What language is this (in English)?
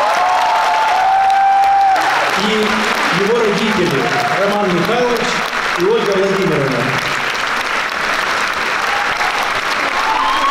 Russian